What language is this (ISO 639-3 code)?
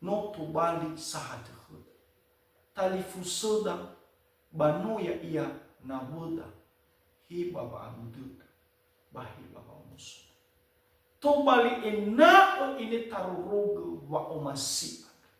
nia